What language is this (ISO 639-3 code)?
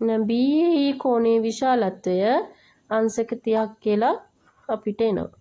sin